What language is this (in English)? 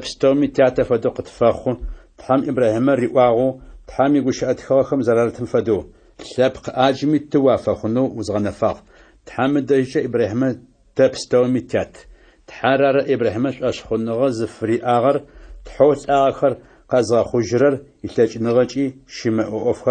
Adyghe